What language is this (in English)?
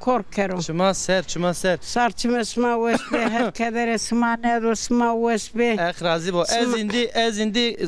Zaza